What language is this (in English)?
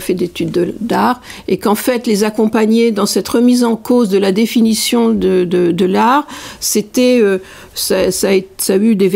French